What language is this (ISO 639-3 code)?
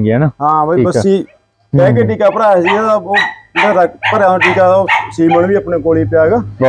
pan